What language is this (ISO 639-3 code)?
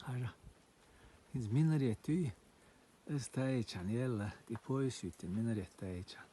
che